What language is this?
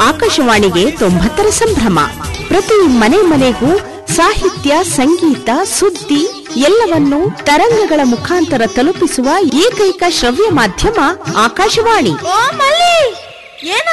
Kannada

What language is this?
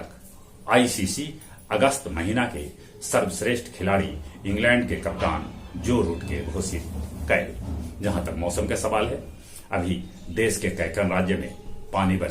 Magahi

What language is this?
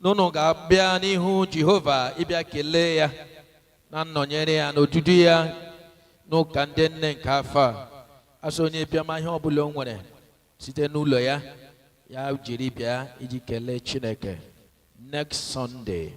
Igbo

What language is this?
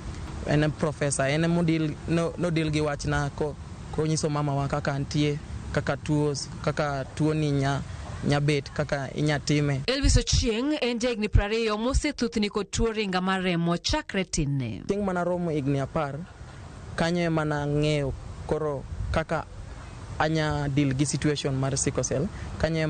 Luo (Kenya and Tanzania)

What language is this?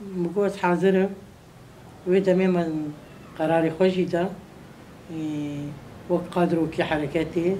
Kurdish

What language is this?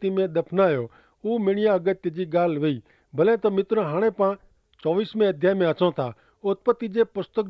Kachhi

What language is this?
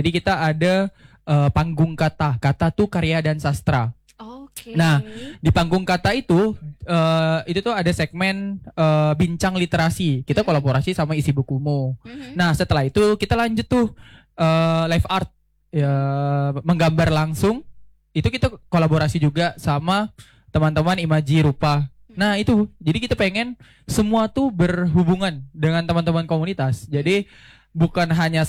Indonesian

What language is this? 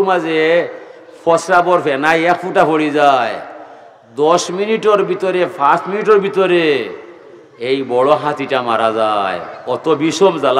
Sylheti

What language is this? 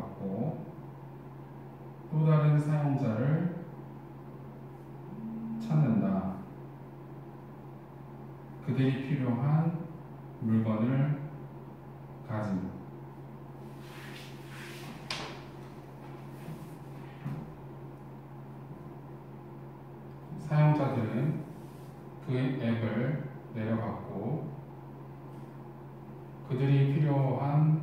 Korean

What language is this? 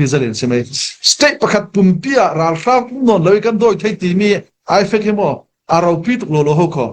Falam Chin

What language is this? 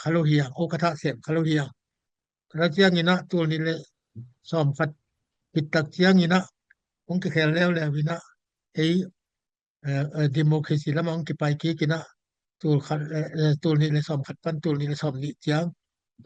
Tedim Chin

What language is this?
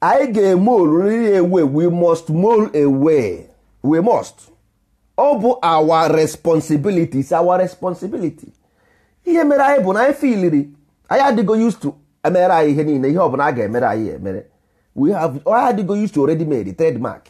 Igbo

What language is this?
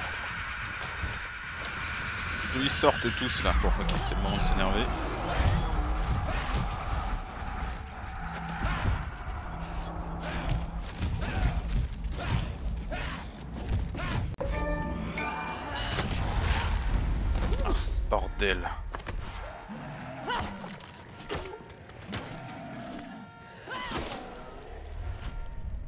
French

